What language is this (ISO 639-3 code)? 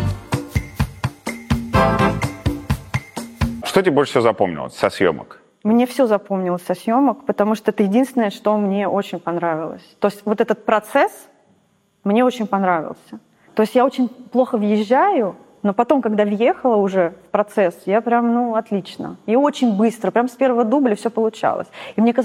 rus